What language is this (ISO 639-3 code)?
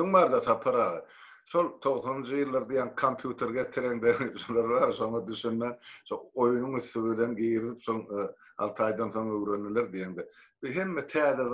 tuk